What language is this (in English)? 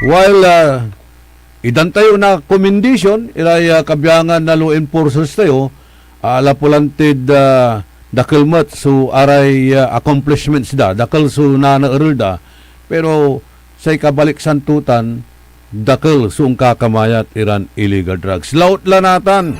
Pangasinan